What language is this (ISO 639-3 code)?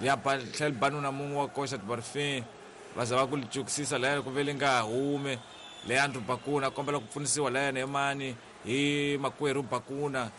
tso